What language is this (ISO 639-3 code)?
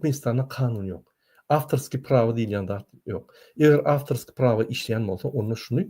tuk